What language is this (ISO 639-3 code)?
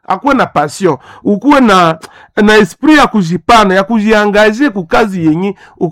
swa